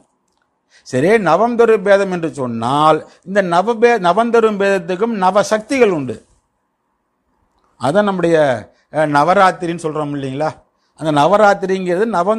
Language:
Tamil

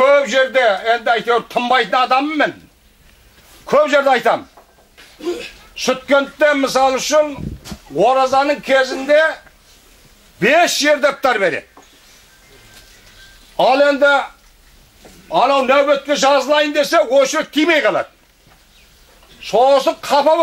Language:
Kazakh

